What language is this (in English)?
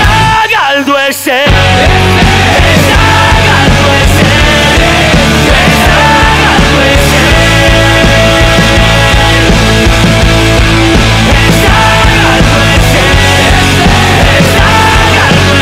Basque